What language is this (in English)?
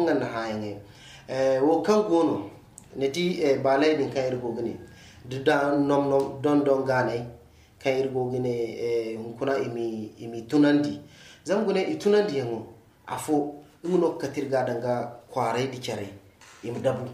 Zarma